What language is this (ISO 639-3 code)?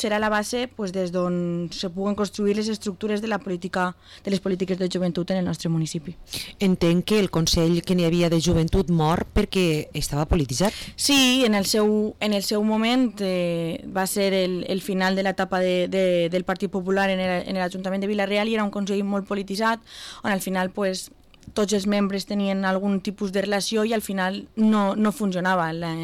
cat